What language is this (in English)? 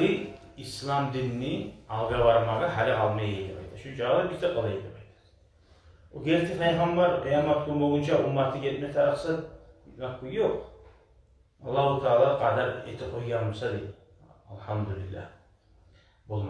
Kumyk